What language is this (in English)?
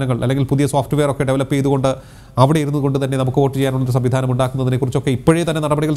Malayalam